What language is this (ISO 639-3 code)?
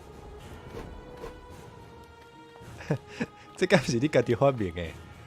nan